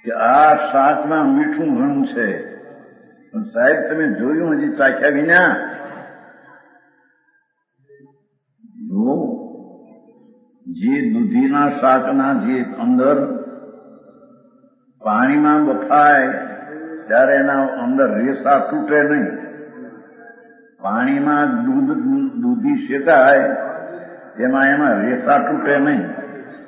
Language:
Gujarati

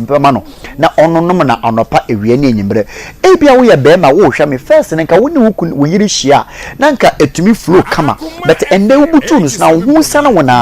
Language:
Akan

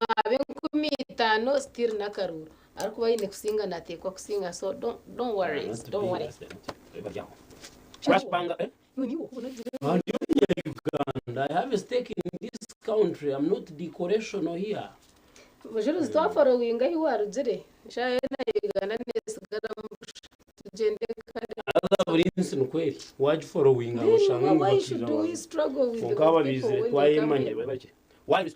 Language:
Nyankole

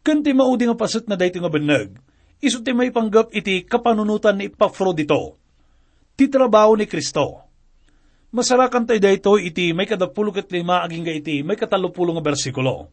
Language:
Iloko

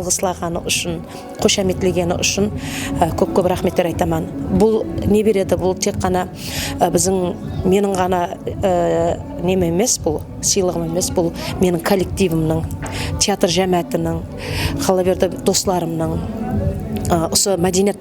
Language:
Kara-Kalpak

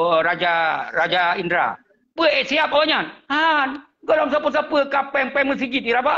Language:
Achinese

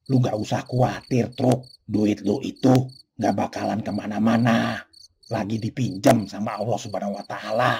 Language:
Betawi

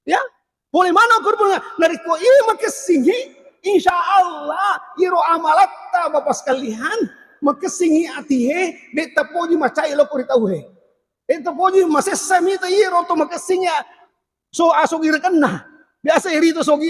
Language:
Buginese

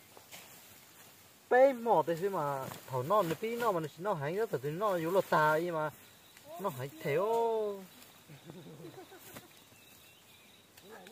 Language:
Vietnamese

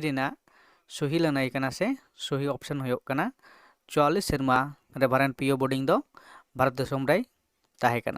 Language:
Santali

